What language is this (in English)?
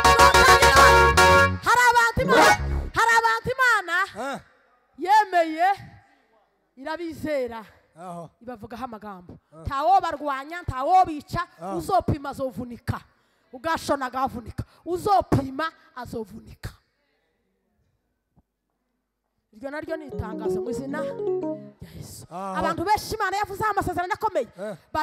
Kinyarwanda